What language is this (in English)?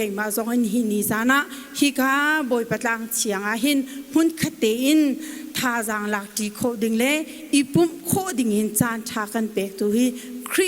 Hakha Chin